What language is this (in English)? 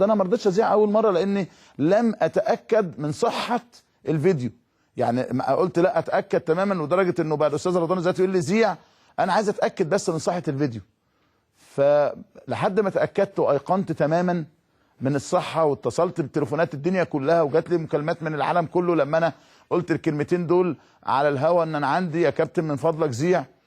Egyptian Arabic